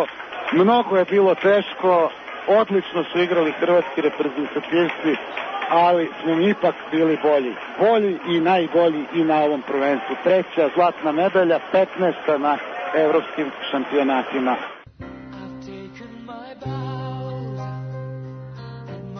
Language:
Serbian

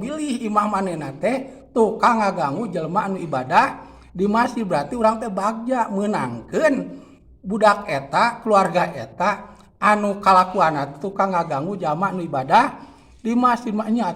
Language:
Sundanese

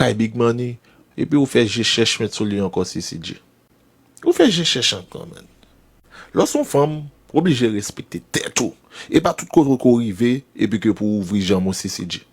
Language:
Haitian Creole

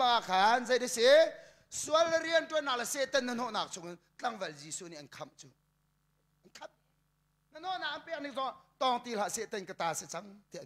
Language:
Hakha Chin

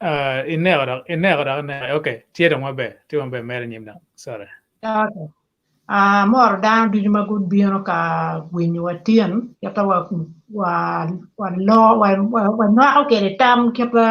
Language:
Acoli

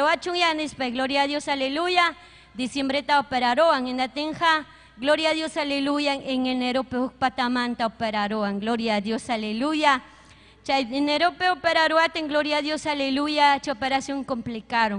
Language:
Ayacucho Quechua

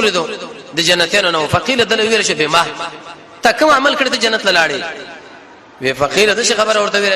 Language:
Pashto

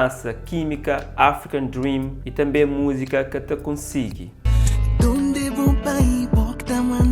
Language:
Kabuverdianu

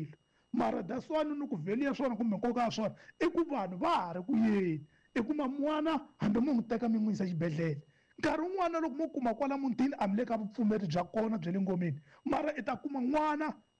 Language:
Tsonga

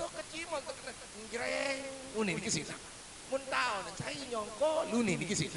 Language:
Sasak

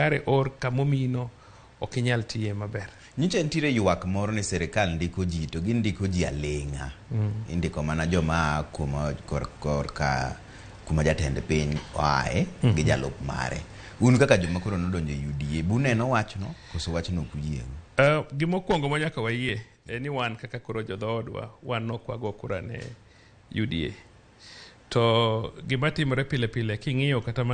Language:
Luo (Kenya and Tanzania)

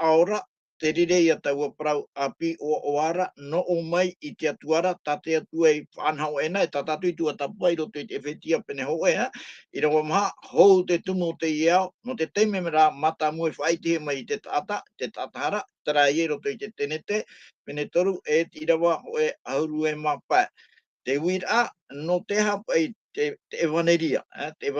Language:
Tahitian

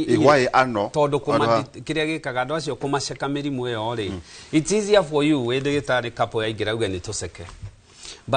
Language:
Kikuyu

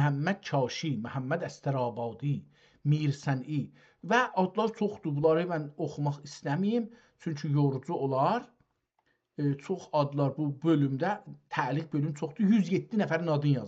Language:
South Azerbaijani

